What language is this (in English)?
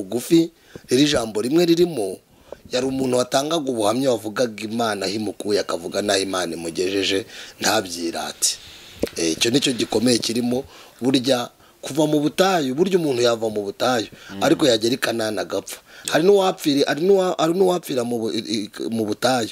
Kinyarwanda